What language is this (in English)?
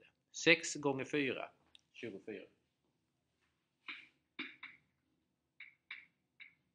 Swedish